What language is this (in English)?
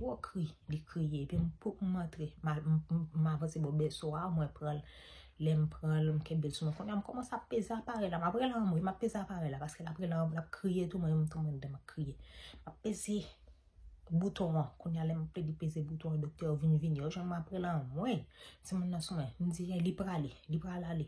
Haitian Creole